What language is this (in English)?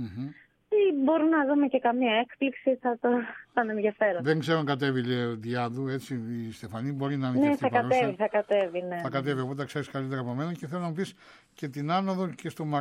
Greek